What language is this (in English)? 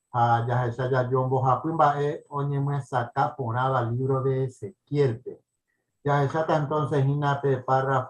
Guarani